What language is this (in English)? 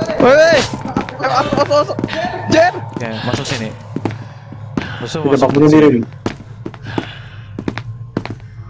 Indonesian